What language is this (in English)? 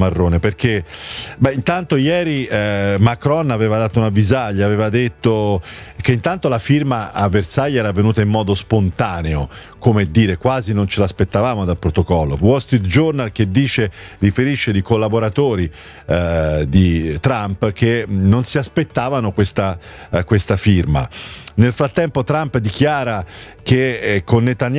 Italian